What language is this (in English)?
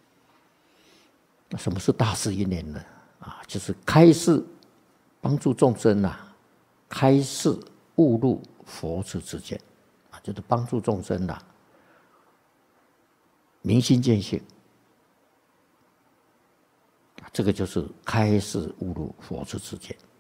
Chinese